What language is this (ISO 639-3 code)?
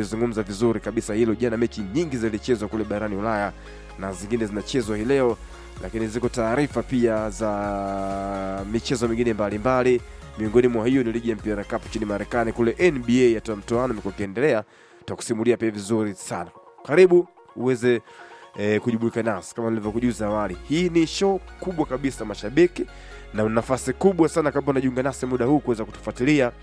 swa